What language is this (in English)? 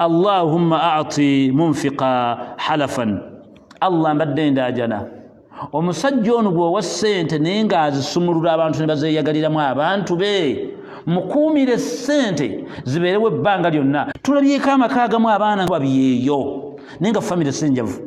Ganda